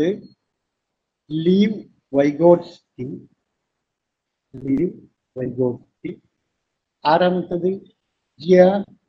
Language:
Malayalam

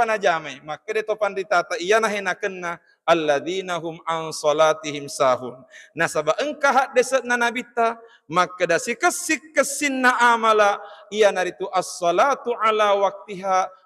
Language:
Buginese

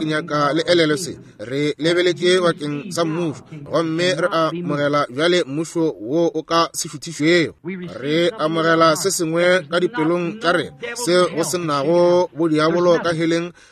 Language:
Northern Sotho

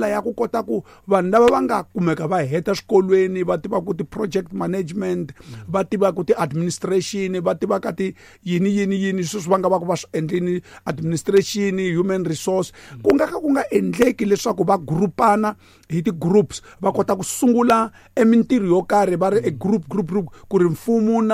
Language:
Tsonga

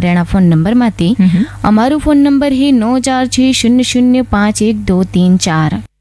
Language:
Gujarati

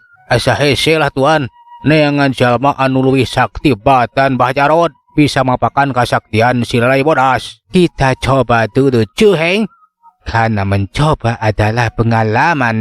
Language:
Sundanese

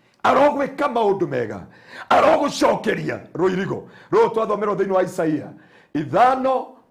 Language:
Kikuyu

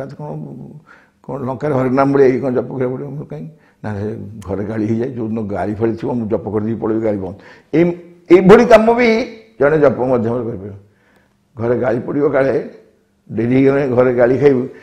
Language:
Odia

